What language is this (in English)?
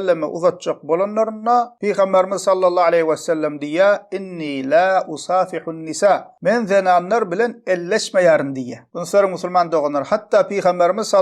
Turkmen